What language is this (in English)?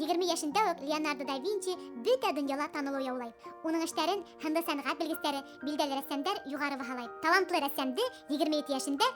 Bashkir